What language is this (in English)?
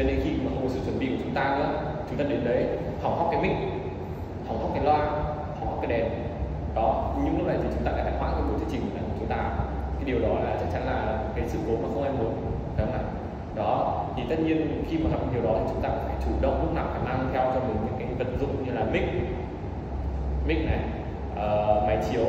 Vietnamese